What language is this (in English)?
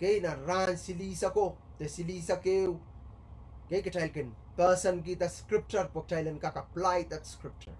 Pohnpeian